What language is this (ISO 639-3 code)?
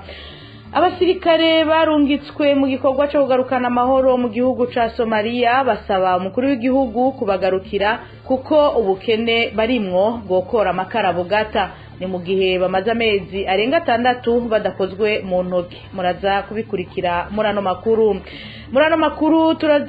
run